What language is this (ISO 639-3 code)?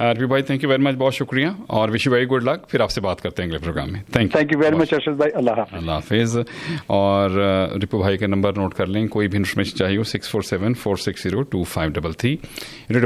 urd